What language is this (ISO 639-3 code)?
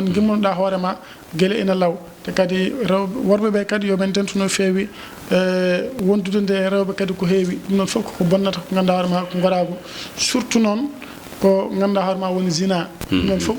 ful